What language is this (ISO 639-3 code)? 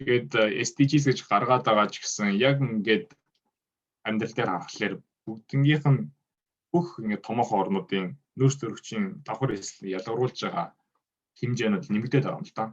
mon